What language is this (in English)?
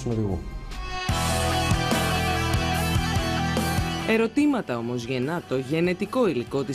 Greek